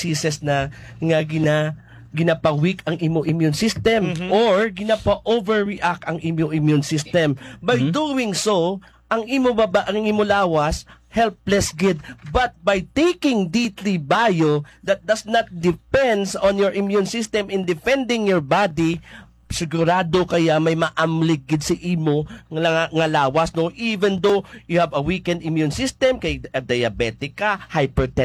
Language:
Hiligaynon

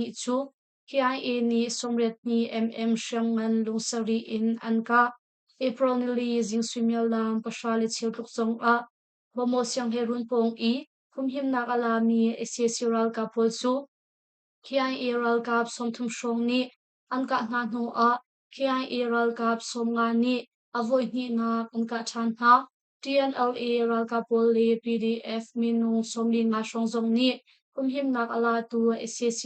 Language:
Hakha Chin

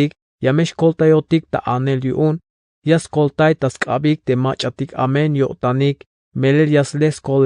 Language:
Tzeltal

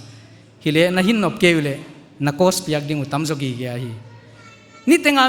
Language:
Paite Chin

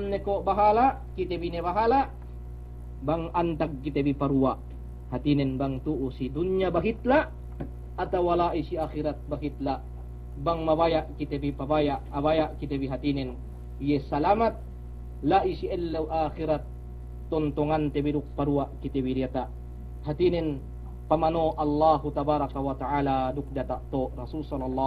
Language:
Yakan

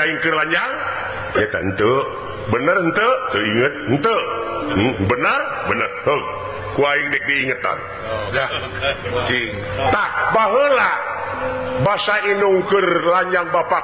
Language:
Sundanese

